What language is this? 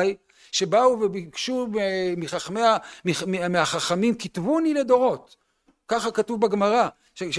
Hebrew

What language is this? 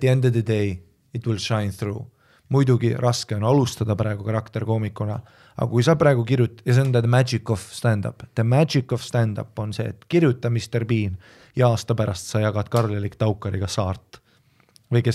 Estonian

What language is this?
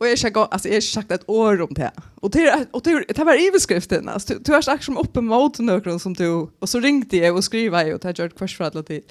Faroese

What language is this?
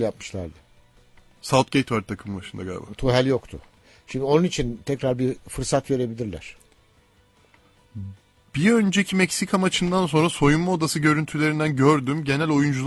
Turkish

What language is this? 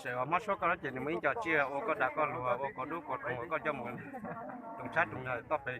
Hmong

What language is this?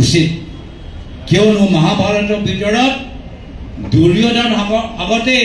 Assamese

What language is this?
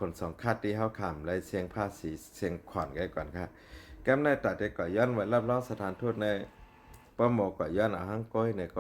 Shan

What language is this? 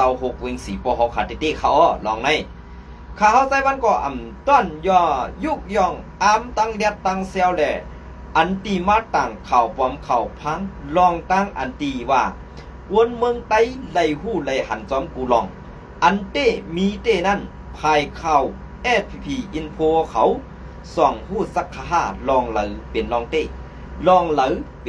Shan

